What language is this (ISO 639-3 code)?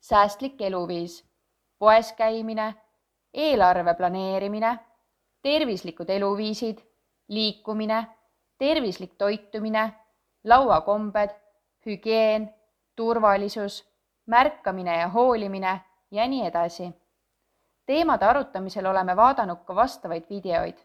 est